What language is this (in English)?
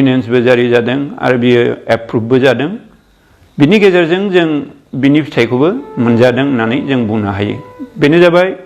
Bodo